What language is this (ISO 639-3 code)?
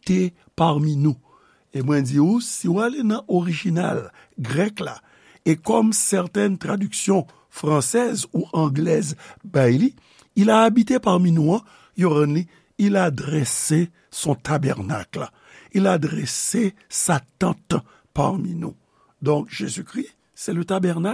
hat